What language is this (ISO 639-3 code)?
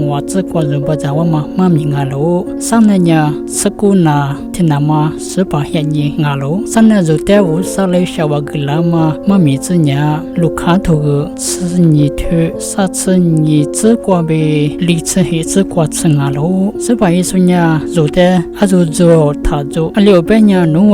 lis